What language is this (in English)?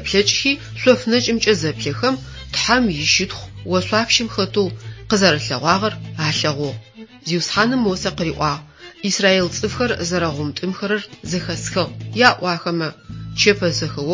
Adyghe